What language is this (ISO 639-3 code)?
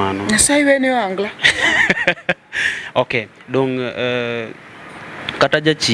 luo